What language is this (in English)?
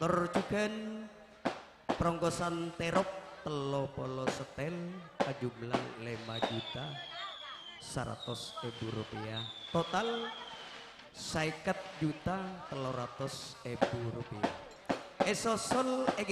Madurese